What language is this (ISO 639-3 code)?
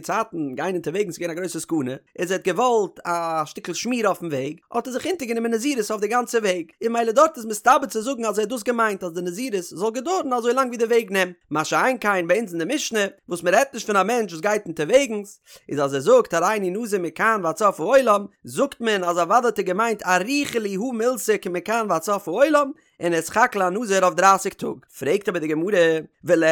yid